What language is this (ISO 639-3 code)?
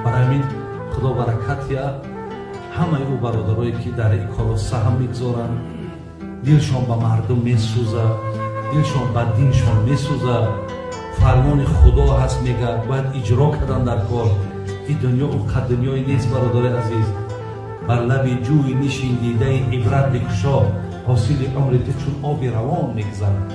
tgk